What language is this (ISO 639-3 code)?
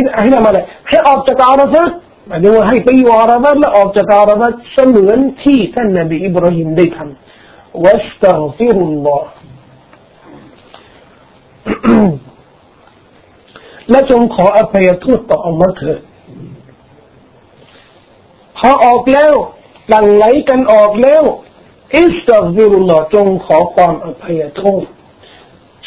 tha